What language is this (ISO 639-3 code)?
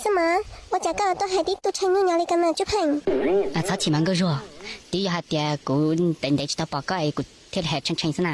hmn